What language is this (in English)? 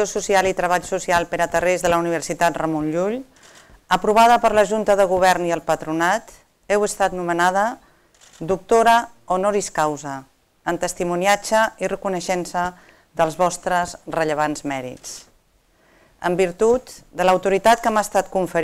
Catalan